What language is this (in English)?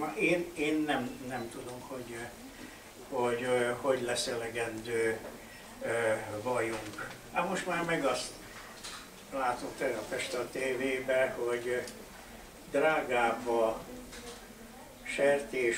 Hungarian